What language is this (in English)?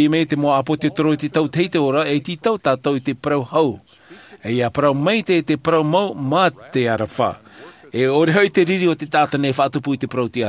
Tahitian